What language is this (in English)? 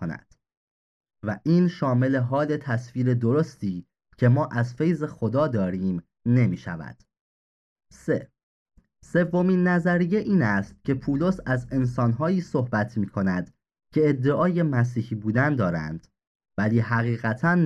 Persian